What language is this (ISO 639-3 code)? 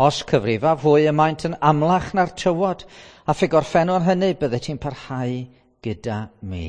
cym